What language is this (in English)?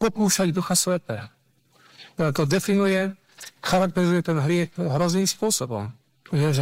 Slovak